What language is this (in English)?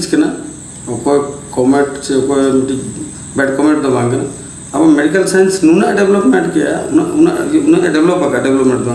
Santali